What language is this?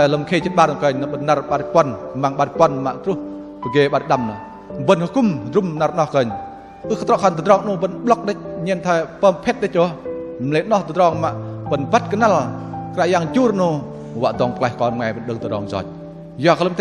Bahnar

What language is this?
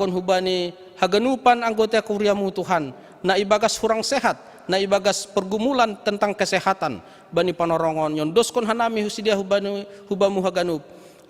Batak Simalungun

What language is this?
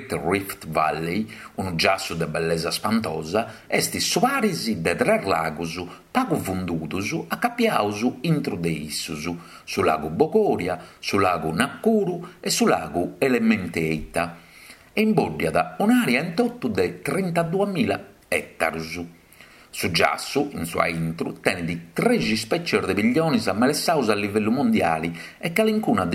Sardinian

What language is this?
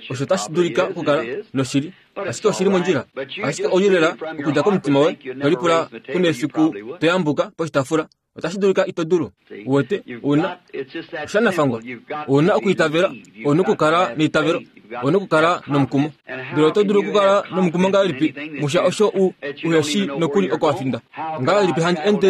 Kuanyama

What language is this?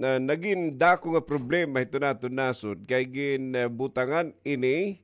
Waray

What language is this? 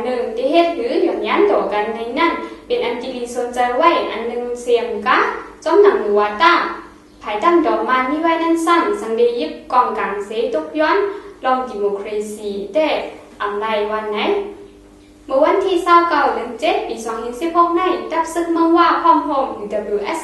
Shan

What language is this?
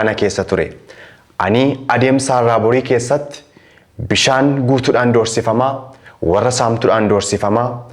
Oromo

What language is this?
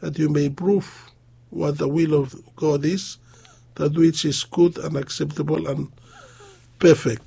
Bislama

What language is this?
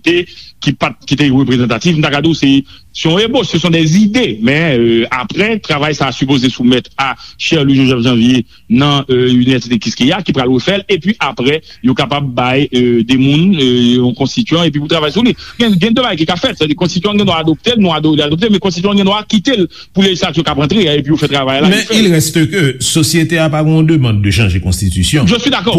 Haitian Creole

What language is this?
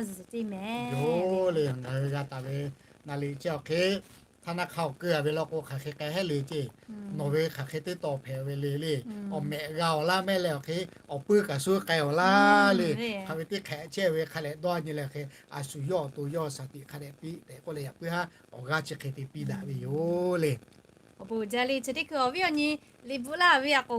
Lahu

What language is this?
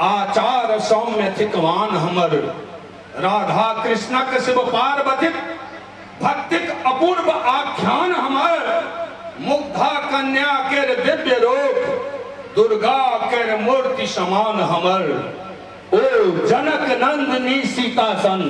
Maithili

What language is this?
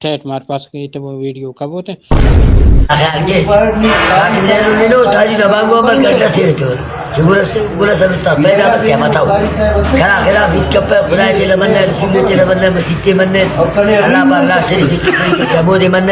Brahui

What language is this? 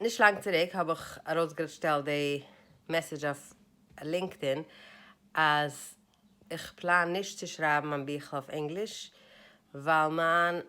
Yiddish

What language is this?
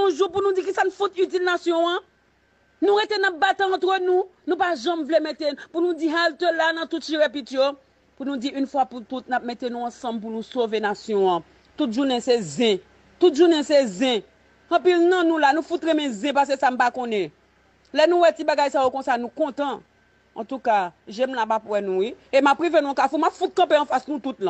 Haitian Creole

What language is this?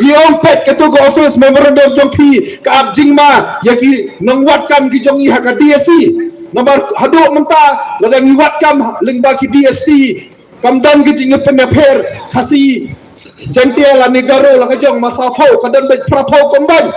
Khasi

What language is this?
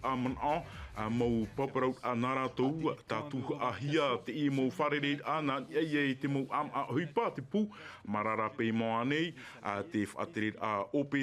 Tahitian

